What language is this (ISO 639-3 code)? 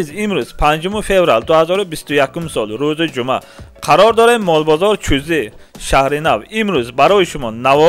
tgk